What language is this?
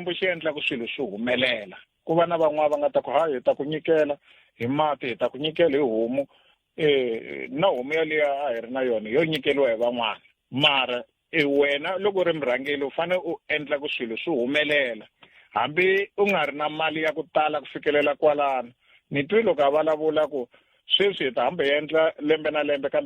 Tsonga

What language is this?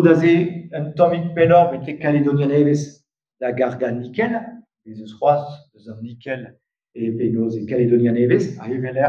Breton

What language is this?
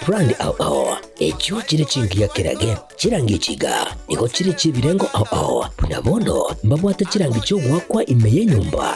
Gusii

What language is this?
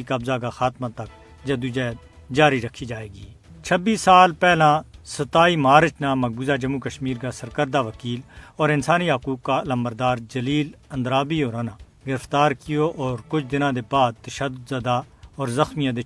Gujari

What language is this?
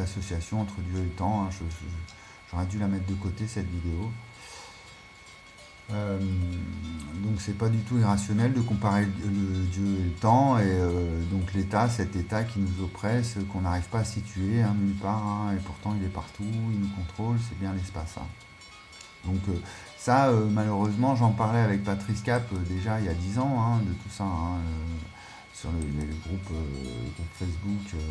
French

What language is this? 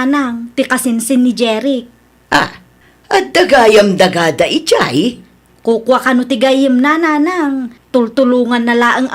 Iloko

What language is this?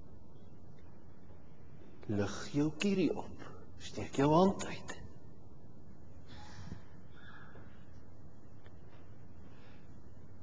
Afrikaans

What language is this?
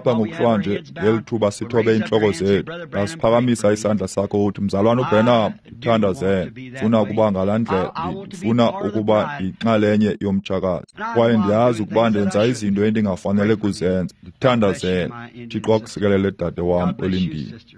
Xhosa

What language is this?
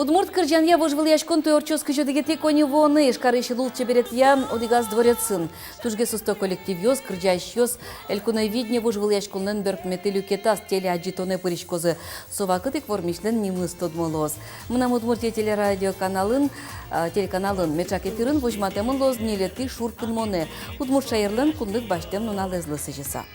Udmurt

